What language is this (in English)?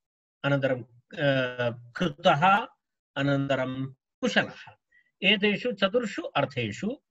Sanskrit